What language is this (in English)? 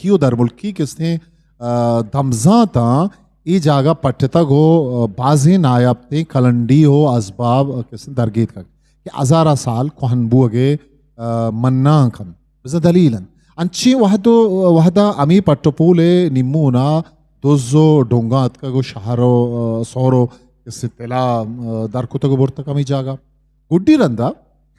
Eastern Balochi